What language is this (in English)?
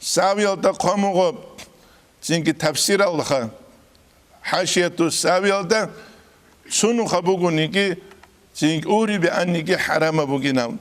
Avaric